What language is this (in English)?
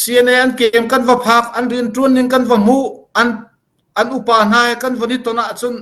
Hakha Chin